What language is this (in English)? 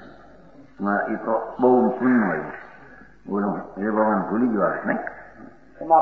Gujarati